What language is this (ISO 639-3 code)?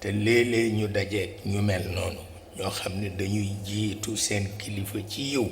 wol